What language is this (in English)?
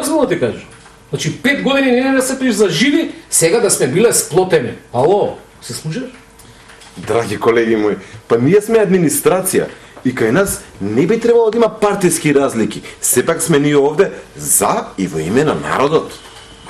Macedonian